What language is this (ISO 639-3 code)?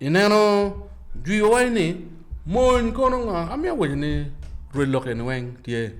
ach